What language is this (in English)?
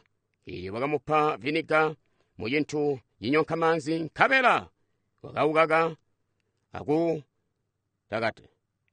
Tonga (Zambia)